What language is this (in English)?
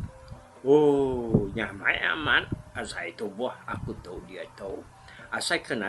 Iban